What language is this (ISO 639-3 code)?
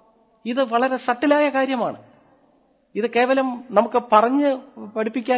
mal